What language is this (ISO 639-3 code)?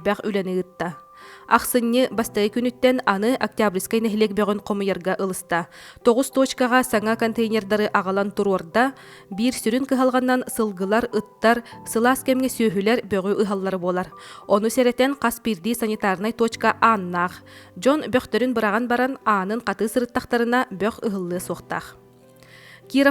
sah